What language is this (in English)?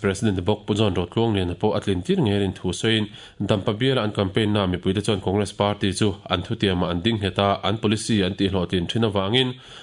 Mizo